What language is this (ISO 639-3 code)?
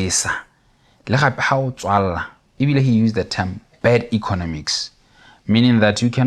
tsn